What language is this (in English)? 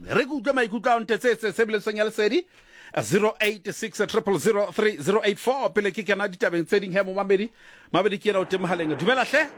Southern Sotho